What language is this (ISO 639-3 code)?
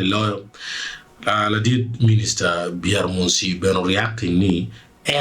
ach